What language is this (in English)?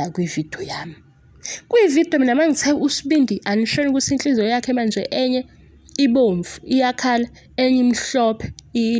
Zulu